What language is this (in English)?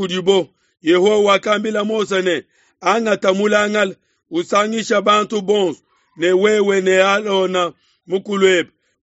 Luba-Lulua